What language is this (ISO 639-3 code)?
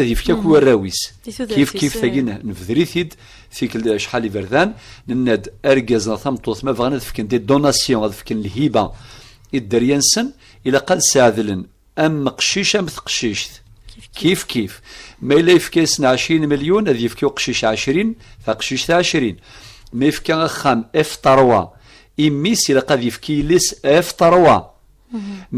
kab